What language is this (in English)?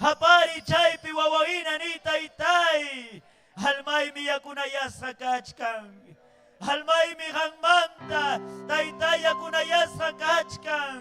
Ayacucho Quechua